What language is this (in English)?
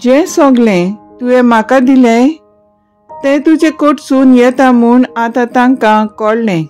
Konkani